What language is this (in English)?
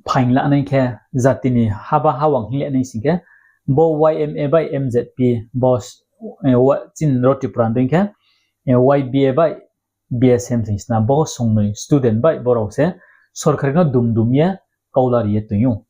Riang (India)